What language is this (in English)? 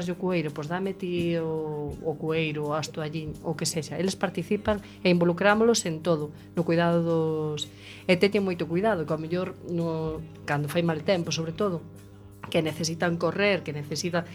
Galician